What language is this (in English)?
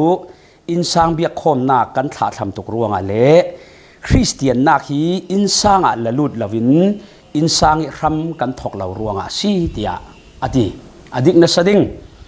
Falam Chin